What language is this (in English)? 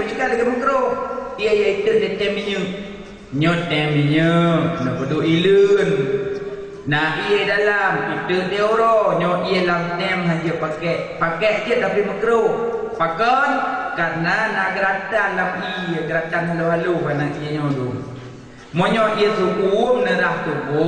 Achinese